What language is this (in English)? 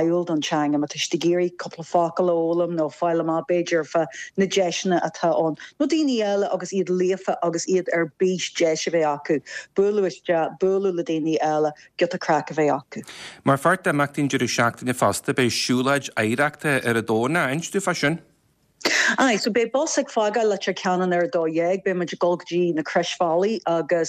Irish